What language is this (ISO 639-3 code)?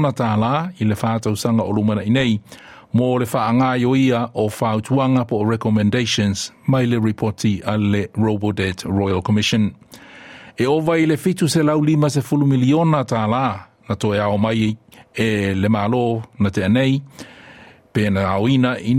smo